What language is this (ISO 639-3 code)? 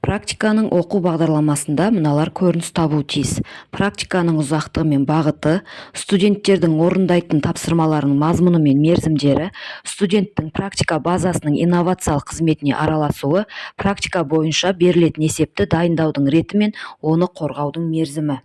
kaz